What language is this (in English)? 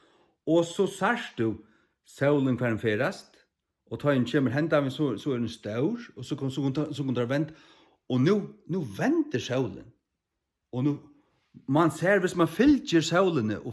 Faroese